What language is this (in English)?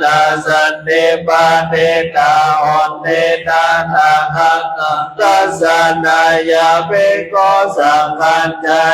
Pali